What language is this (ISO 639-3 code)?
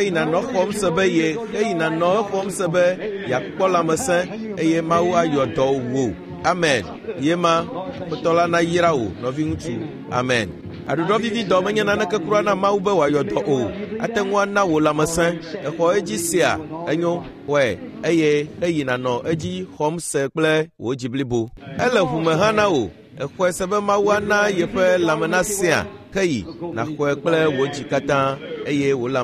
ewe